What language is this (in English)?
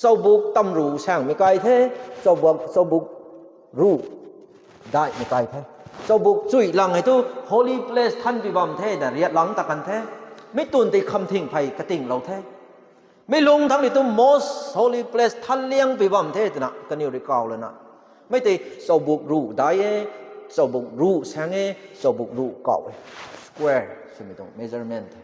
Rongmei Naga